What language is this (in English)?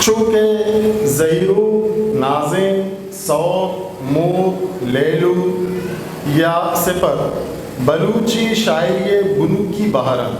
Eastern Balochi